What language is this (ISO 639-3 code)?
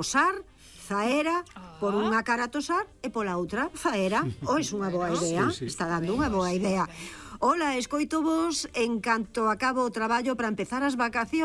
glg